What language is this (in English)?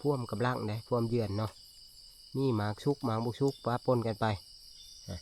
Northeastern Thai